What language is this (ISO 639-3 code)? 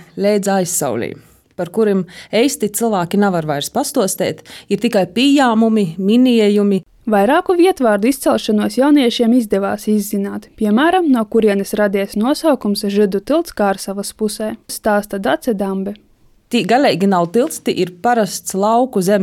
lav